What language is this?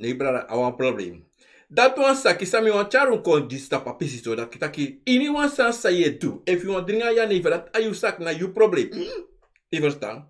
Sranan Tongo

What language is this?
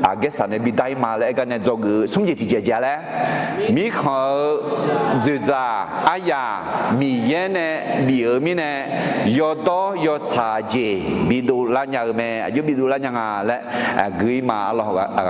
Akha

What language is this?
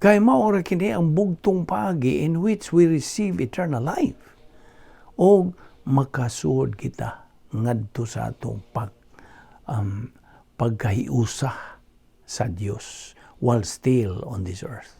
Cebuano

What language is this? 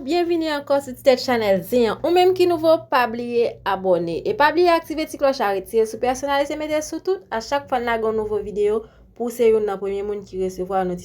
Haitian Creole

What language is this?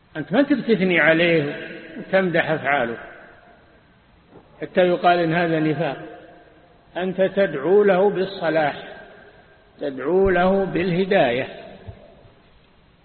Arabic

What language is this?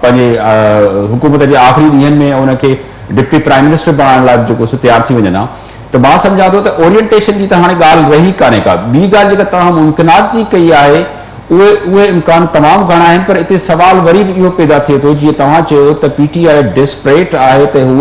Sindhi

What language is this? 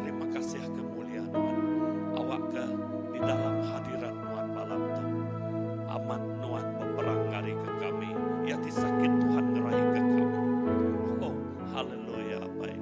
Iban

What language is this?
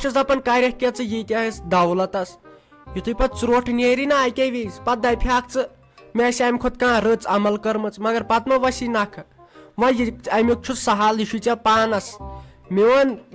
Kashmiri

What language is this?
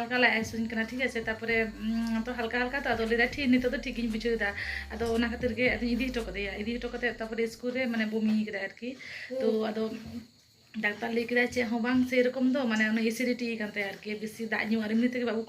Santali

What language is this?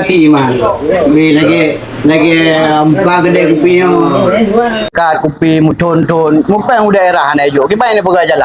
Achinese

